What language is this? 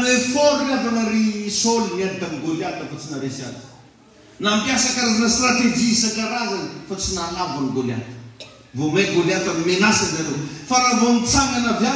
Malagasy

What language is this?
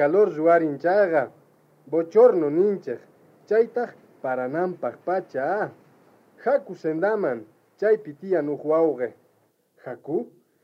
South Bolivian Quechua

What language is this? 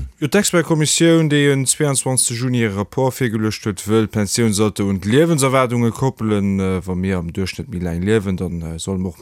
Luxembourgish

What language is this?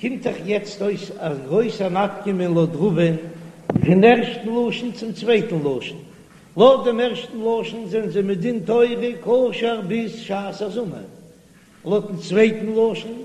Yiddish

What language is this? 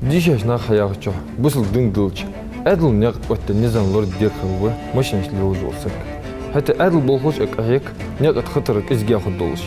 Ingush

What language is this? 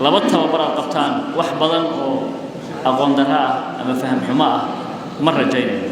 Somali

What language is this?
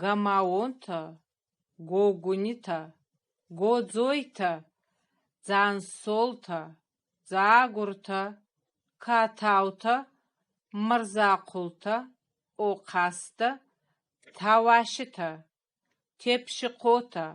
Ossetic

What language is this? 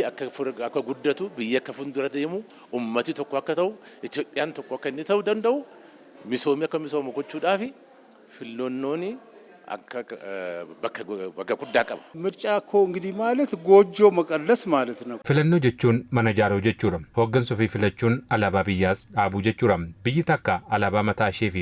Oromo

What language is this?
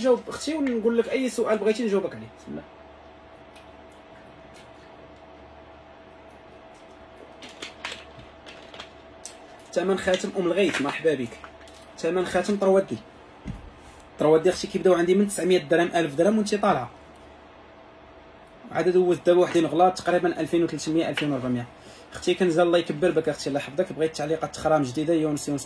Moroccan Arabic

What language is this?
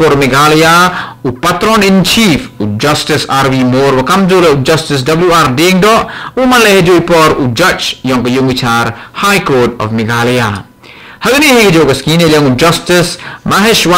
Khasi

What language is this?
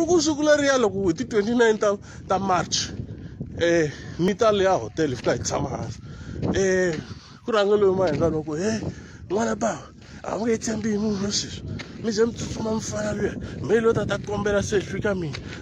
Tsonga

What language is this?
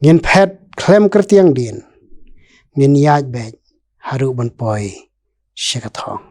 Khasi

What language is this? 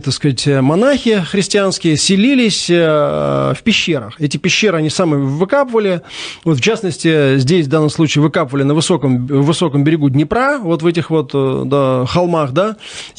Russian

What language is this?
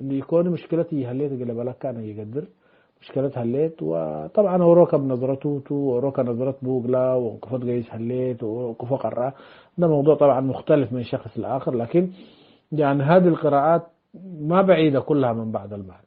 Tigre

